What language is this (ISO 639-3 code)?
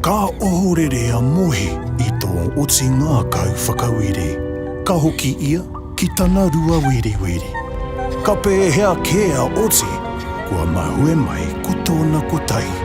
mri